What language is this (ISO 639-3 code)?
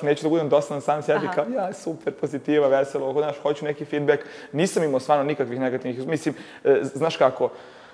srp